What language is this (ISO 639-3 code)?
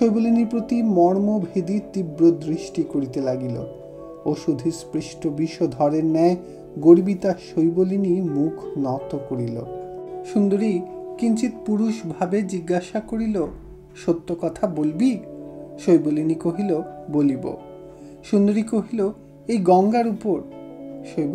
ben